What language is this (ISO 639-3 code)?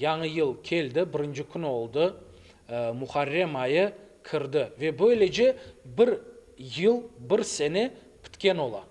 crh